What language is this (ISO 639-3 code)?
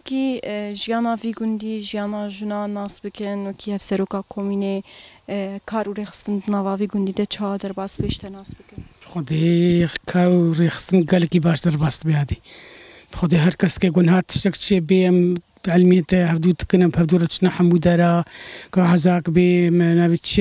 kur